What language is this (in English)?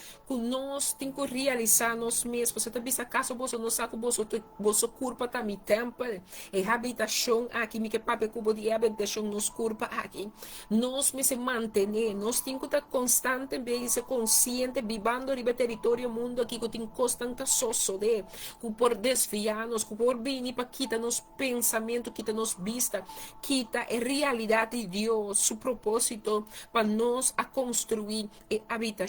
Papiamento